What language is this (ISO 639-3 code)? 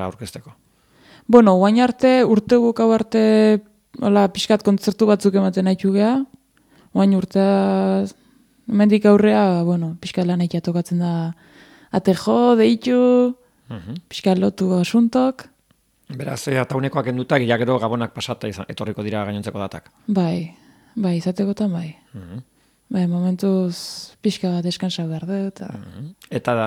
eus